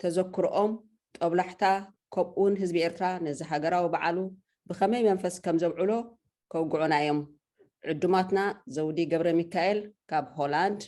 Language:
Tigrinya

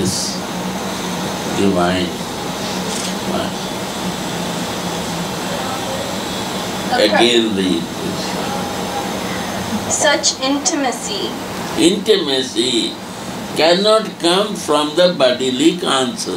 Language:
English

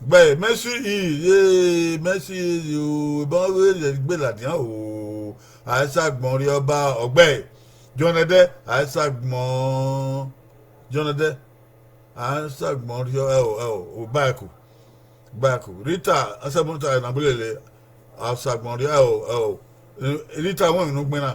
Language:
Bini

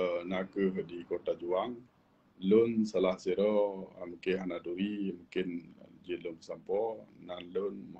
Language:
Achinese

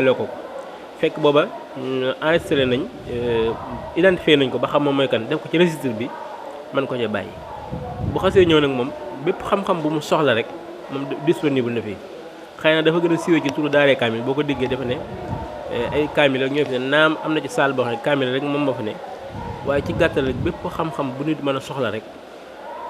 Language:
Wolof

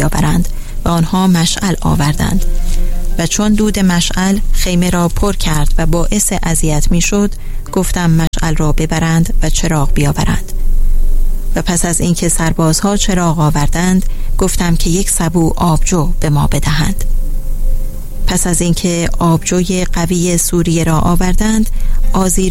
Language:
Persian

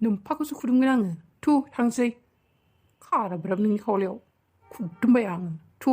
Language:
Bodo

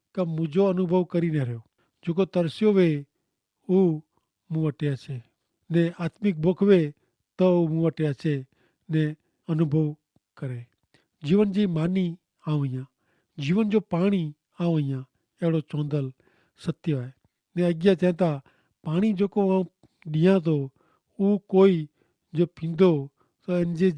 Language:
Kachhi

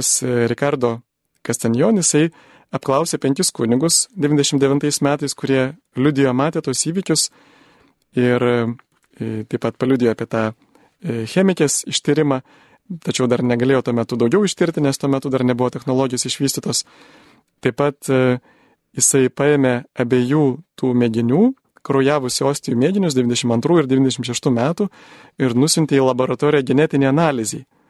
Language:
Lithuanian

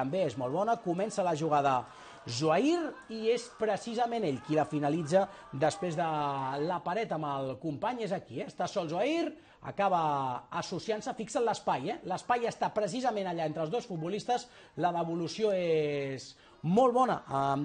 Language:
Catalan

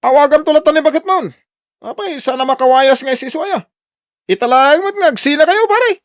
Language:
Iloko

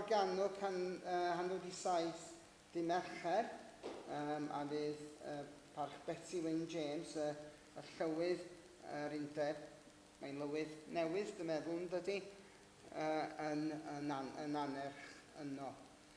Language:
Welsh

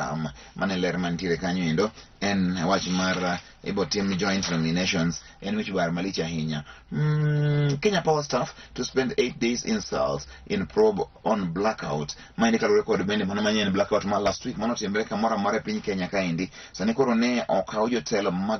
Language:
Luo (Kenya and Tanzania)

